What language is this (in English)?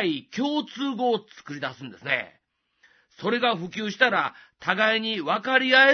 Japanese